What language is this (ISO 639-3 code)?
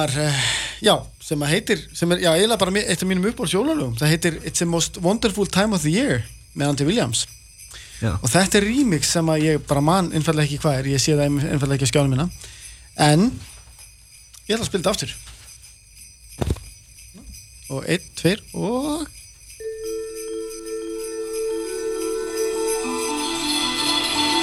isl